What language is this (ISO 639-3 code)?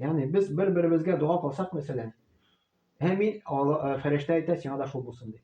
tat